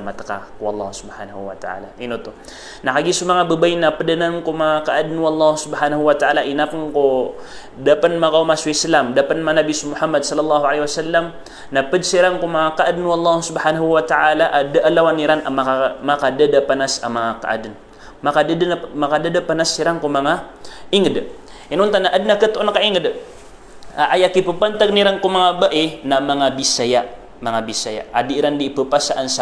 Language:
Maranao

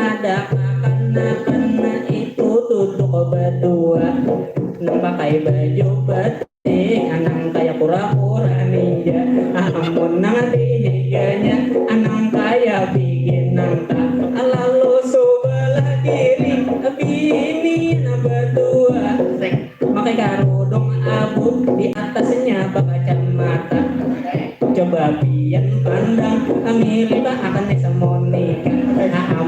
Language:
Banjar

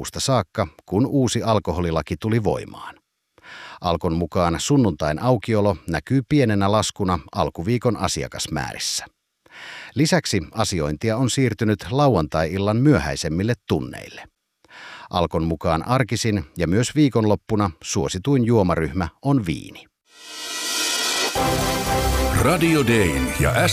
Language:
Finnish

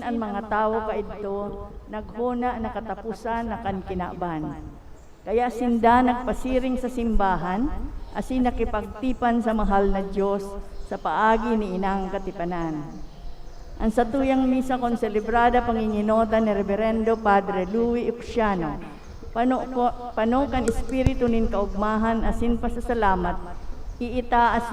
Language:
Bikol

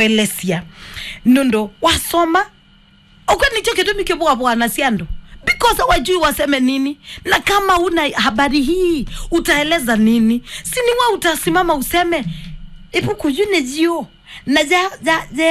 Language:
Kamba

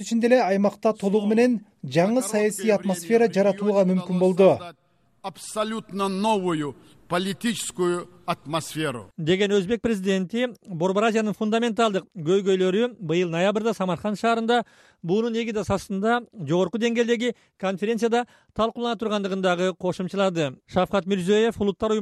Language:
Kyrgyz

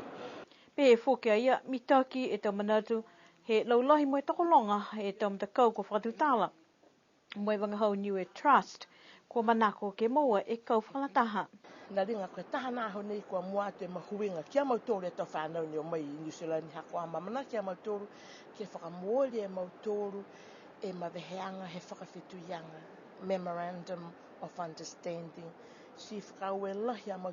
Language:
Niuean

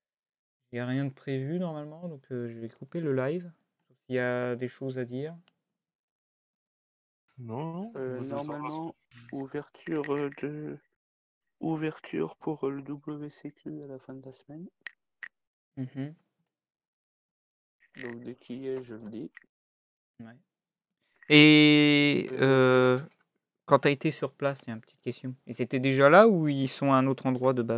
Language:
French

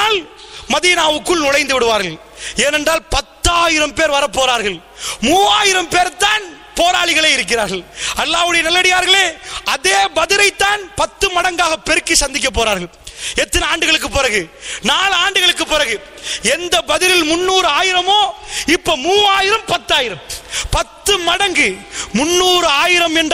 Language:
Tamil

